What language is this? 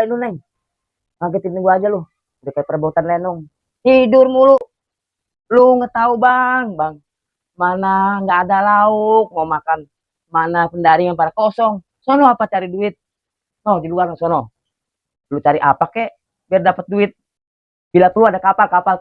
Betawi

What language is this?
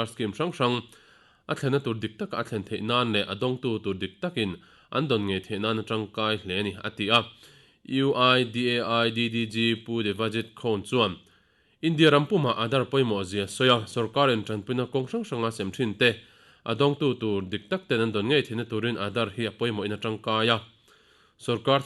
Mizo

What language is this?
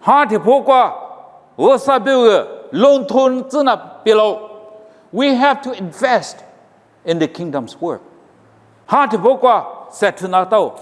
Lisu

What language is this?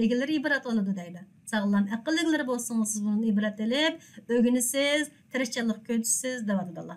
Uyghur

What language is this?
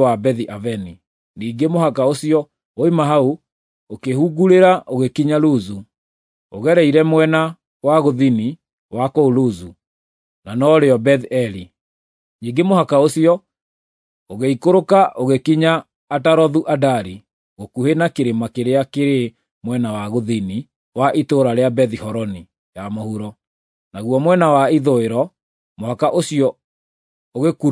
Kikuyu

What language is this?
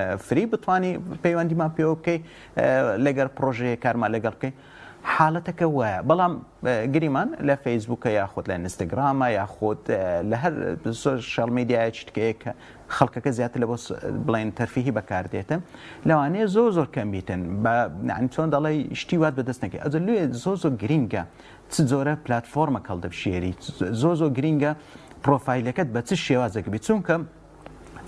Central Kurdish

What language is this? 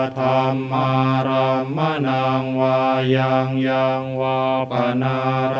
Pali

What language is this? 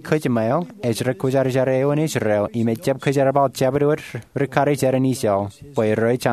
Marshallese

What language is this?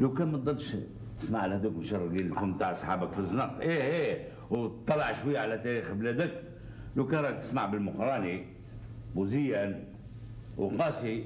Algerian Arabic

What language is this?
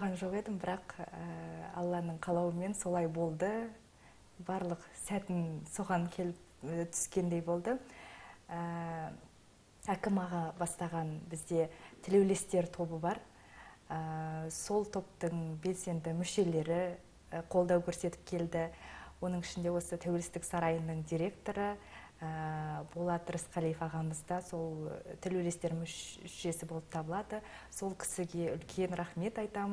Kazakh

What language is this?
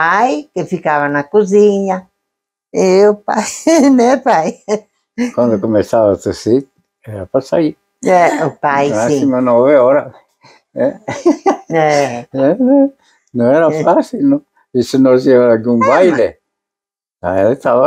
Portuguese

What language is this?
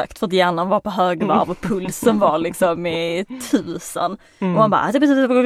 Swedish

